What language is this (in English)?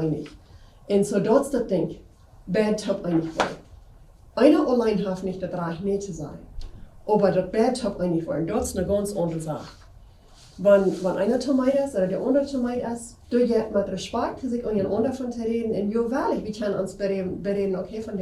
Plautdietsch